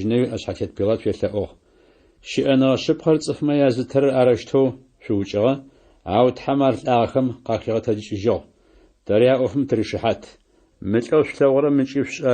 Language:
Adyghe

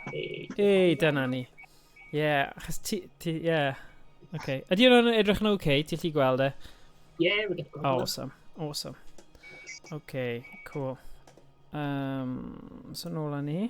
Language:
Welsh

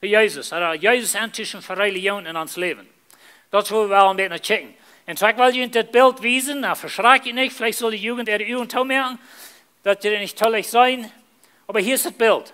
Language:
Plautdietsch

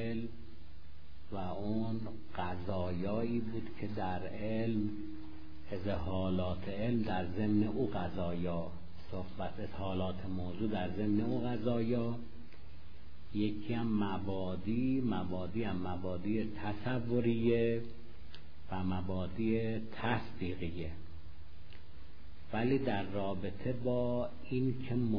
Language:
Persian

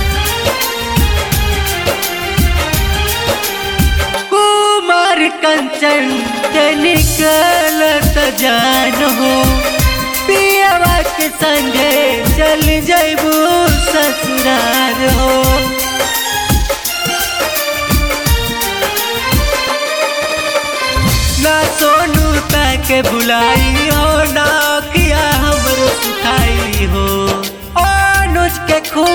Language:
Bhojpuri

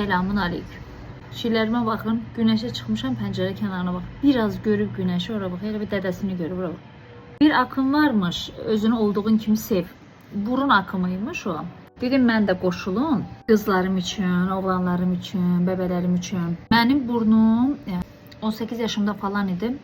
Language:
Azerbaijani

